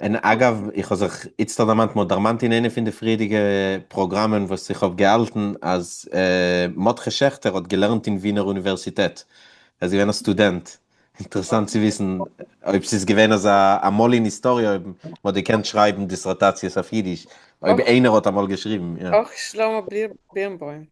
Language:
Yiddish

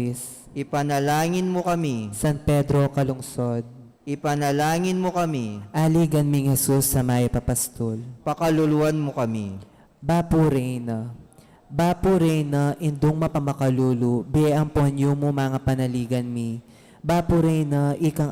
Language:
Pampanga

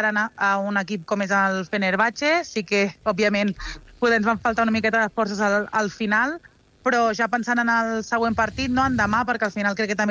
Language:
Catalan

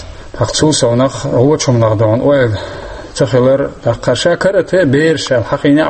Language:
Chechen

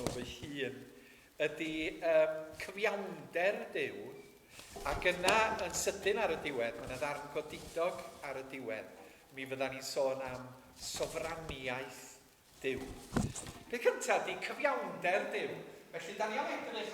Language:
Welsh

